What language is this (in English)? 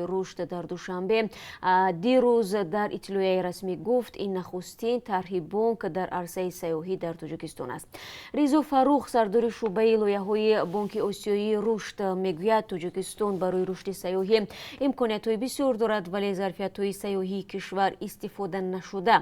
Tajik